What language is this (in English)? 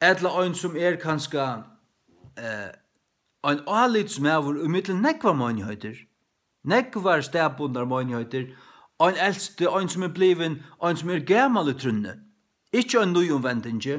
Faroese